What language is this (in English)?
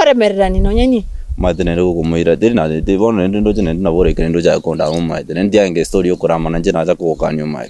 Gusii